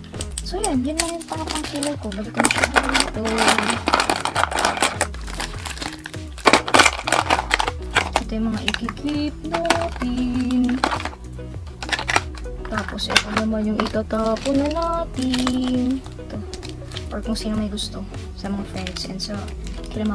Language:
Filipino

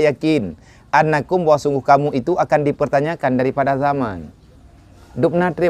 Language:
Achinese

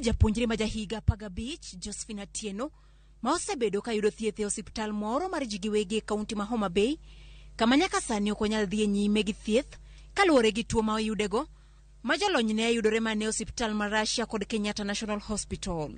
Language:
Luo (Kenya and Tanzania)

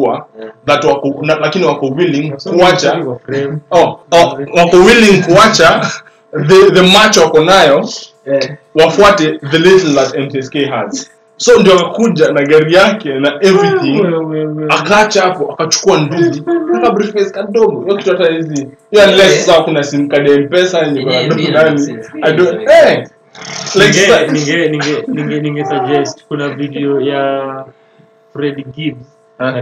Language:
Swahili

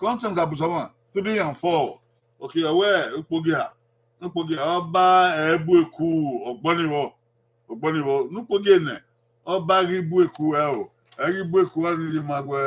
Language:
Bini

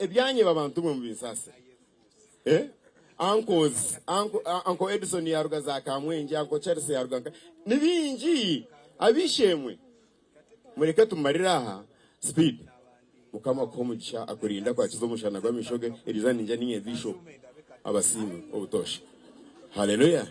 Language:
Nyankole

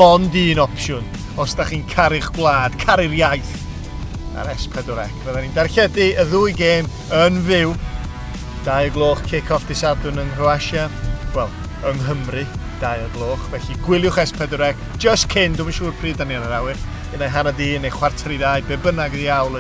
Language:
Welsh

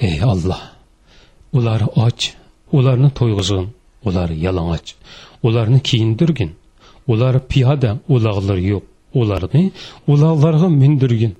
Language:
Uyghur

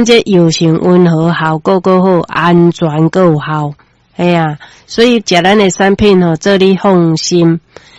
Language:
Min Nan Chinese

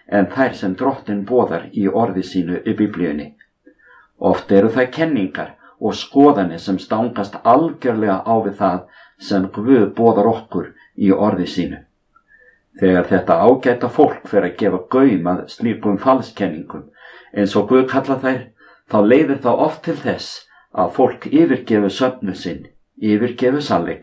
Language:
Icelandic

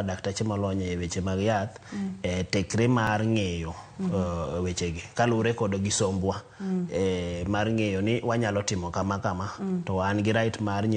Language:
Luo (Kenya and Tanzania)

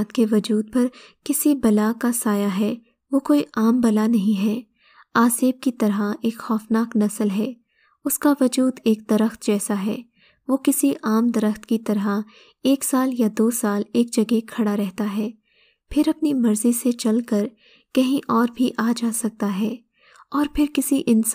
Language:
Urdu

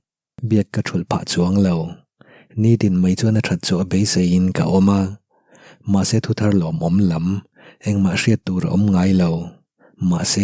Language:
Mizo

